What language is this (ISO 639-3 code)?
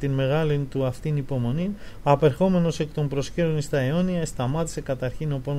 ell